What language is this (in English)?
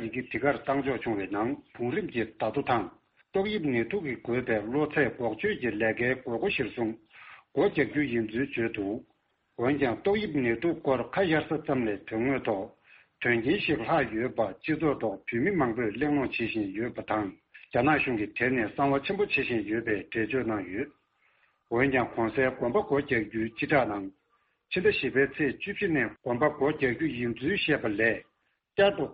Tibetan